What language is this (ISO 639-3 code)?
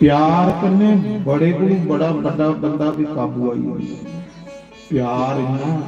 doi